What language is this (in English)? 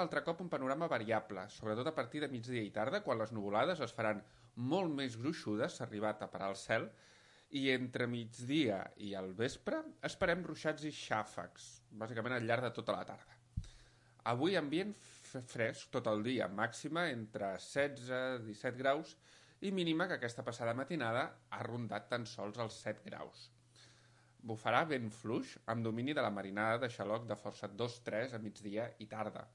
Catalan